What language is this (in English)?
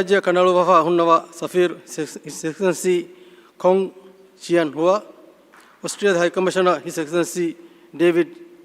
Divehi